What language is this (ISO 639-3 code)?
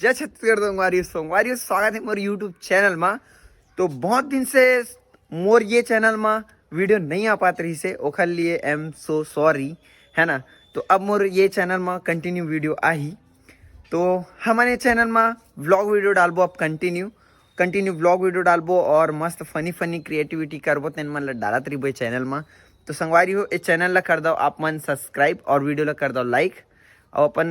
hne